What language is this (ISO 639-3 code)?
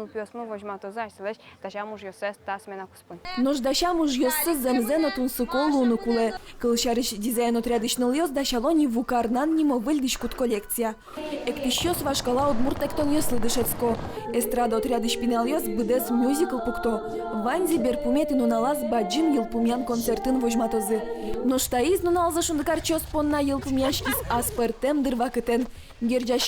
udm